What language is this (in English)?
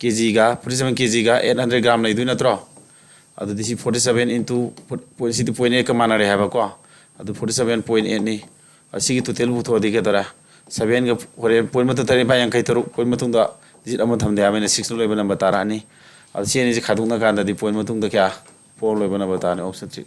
Manipuri